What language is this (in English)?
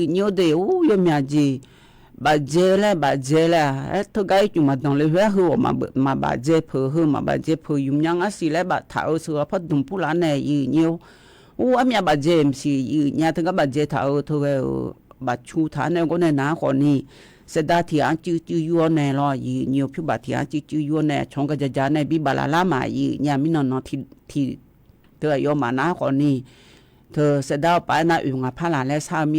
Akha